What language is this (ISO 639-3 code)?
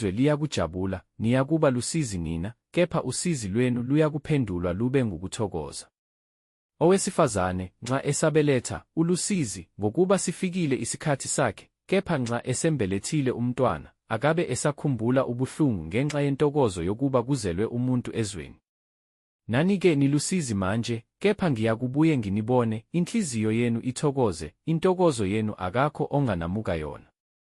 zul